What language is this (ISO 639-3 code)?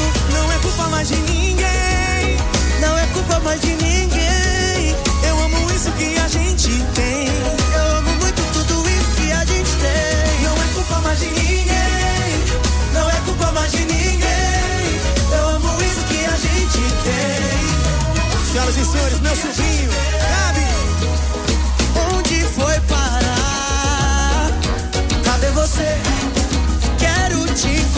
por